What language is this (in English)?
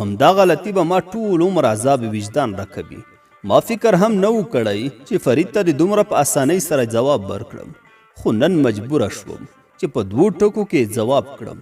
Pashto